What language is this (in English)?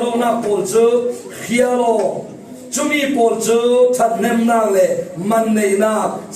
Falam Chin